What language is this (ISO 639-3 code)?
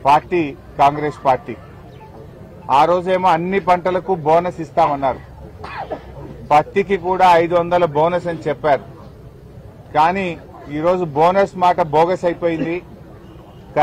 tel